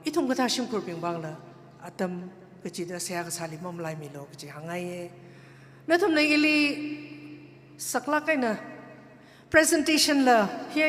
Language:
Tangkhul Naga (India)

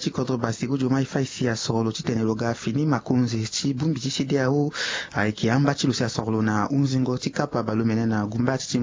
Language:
Sango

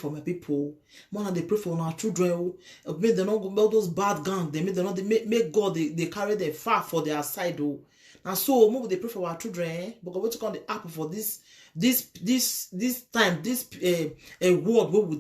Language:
Nigerian Pidgin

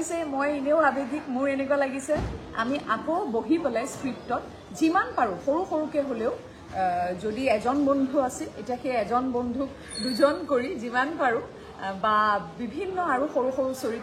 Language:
Assamese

